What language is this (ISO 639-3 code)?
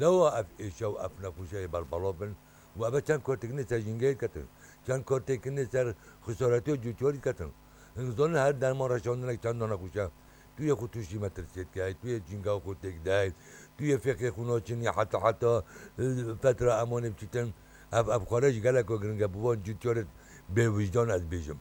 kur